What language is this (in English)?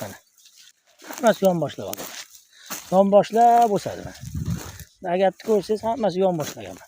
Uzbek